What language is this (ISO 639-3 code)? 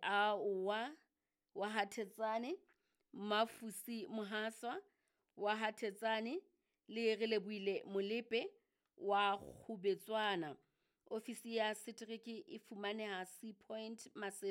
sot